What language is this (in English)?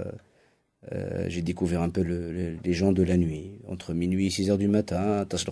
Kabyle